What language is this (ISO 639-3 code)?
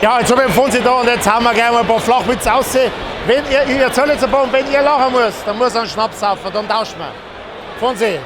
bar